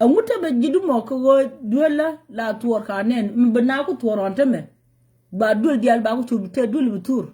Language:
Nuer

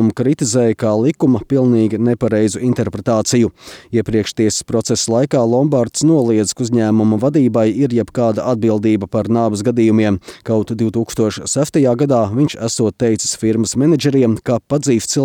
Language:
Latvian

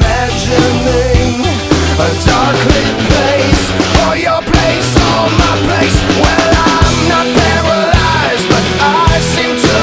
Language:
English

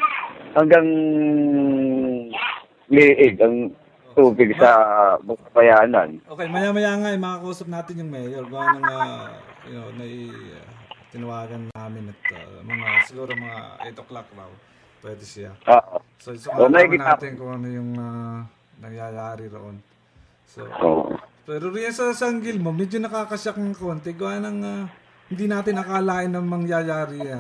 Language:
Filipino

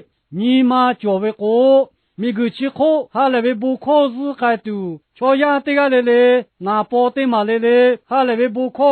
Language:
Lahu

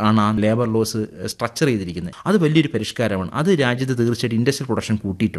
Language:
Malayalam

